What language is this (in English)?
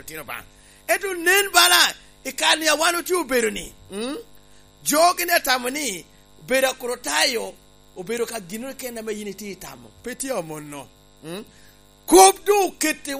Lango (Uganda)